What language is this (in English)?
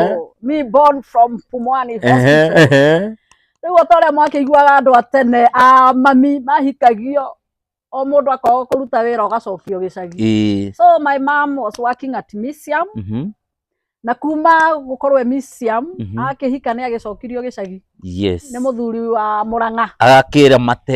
Kikuyu